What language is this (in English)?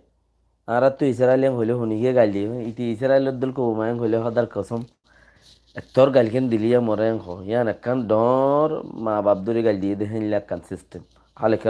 Rohingya